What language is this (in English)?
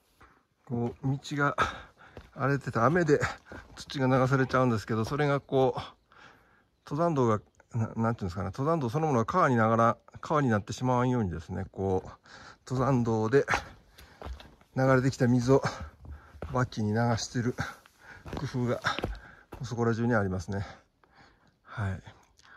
Japanese